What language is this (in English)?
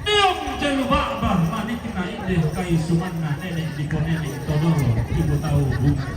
Toraja-Sa'dan